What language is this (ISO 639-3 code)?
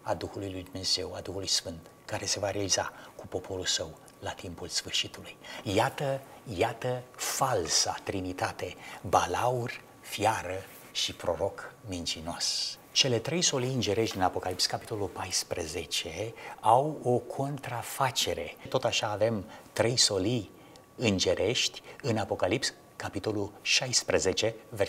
ron